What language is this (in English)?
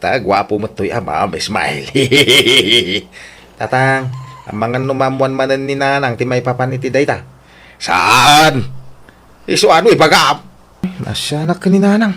Iloko